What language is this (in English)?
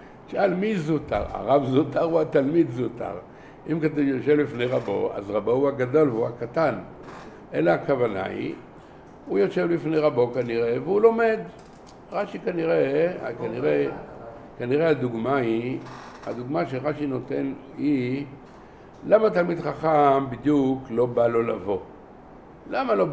Hebrew